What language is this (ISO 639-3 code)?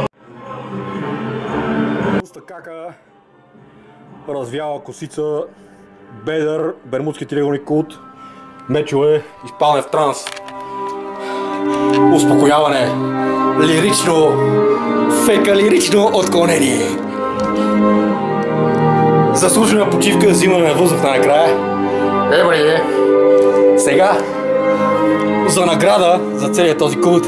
bul